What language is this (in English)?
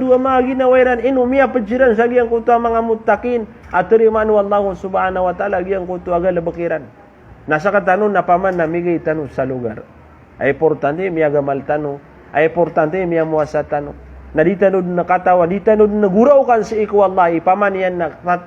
Maranao